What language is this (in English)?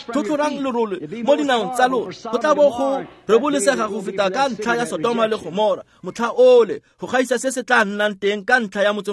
Tswana